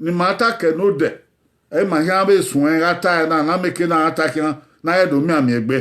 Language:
Bini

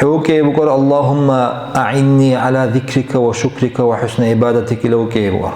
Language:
Dargwa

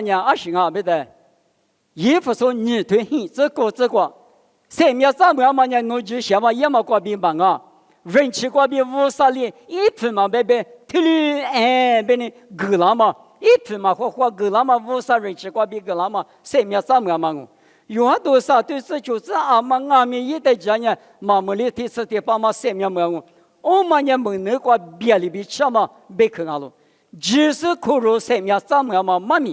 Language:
Lisu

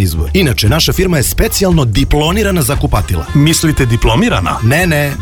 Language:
Serbian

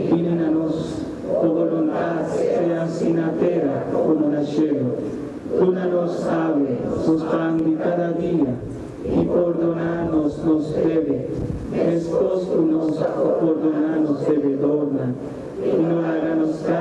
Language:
Papiamento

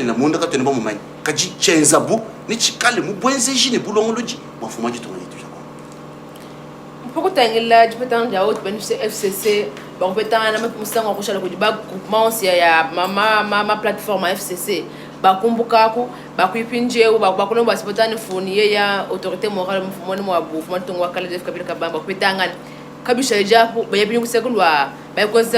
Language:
Luba-Lulua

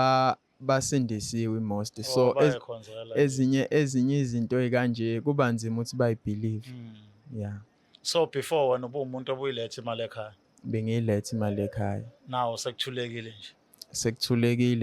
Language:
Zulu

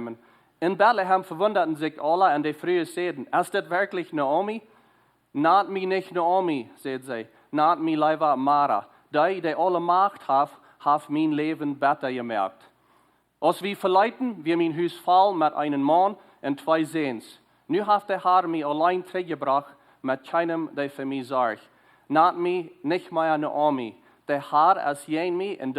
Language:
Plautdietsch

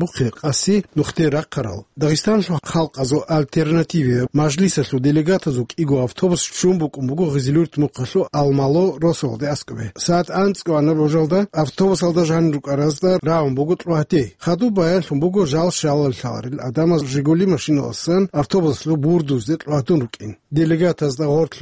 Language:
Avaric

